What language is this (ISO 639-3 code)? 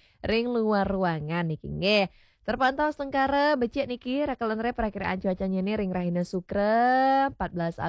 ban